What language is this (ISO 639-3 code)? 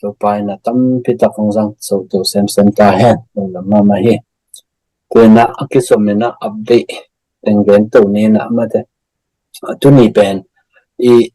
ctd